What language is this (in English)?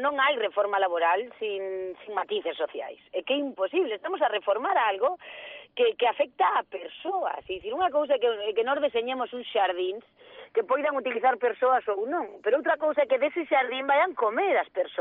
Galician